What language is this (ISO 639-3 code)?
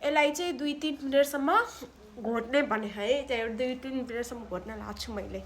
nep